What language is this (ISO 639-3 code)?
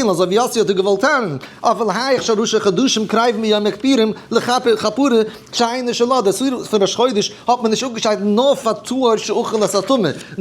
yid